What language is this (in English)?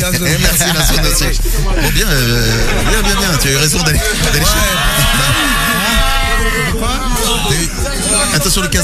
French